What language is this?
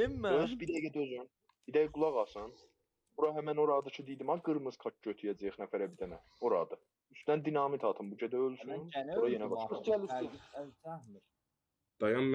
South Azerbaijani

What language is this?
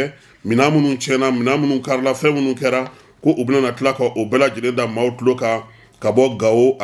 Bambara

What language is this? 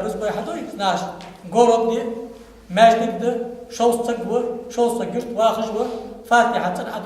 Ingush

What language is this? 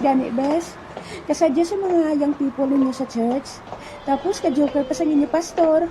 Hiligaynon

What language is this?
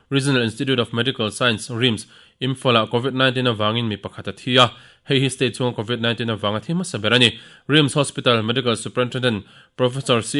Mizo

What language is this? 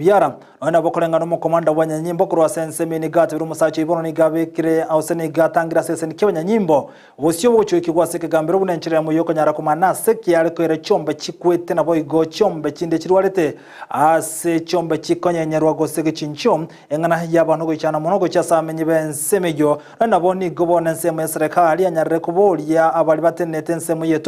Gusii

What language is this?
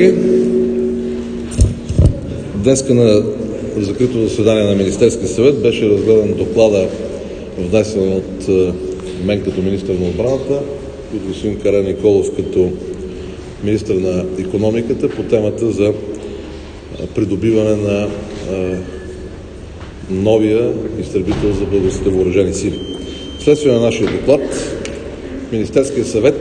Bulgarian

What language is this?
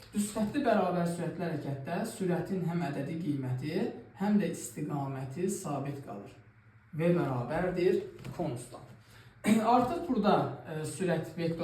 Azerbaijani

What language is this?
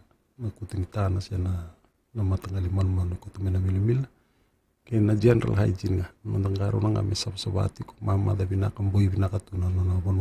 Fijian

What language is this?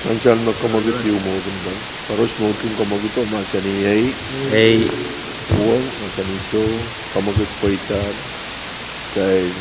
Pohnpeian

